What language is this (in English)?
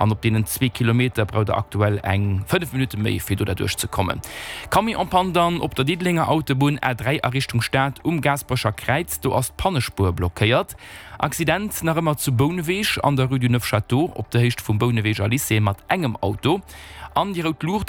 Luxembourgish